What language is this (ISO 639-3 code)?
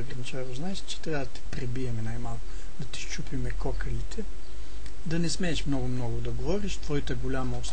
bul